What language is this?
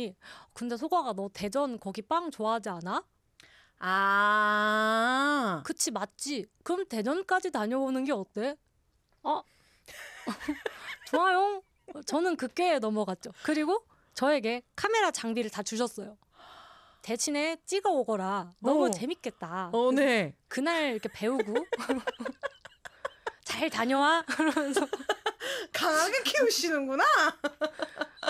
Korean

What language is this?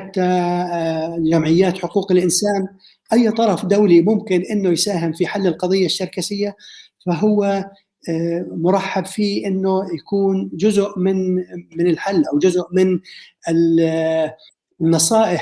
North Levantine Arabic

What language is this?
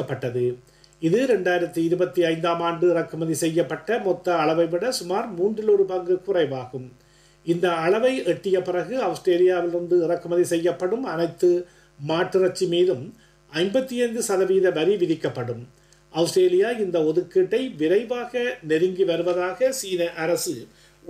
Tamil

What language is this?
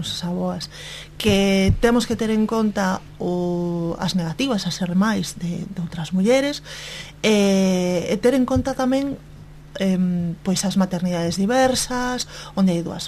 Galician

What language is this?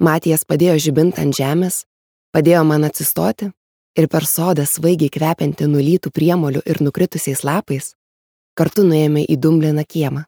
Lithuanian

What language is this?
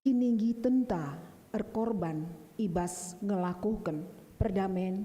Batak Karo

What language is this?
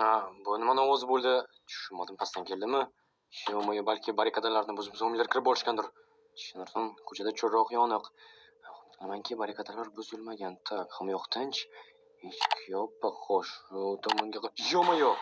Uzbek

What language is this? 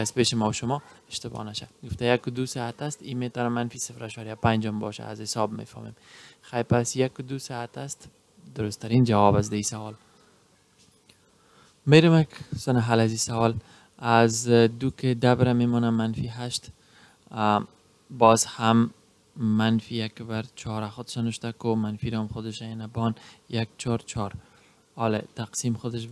Persian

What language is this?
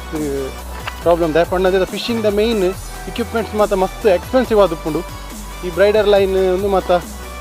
Tulu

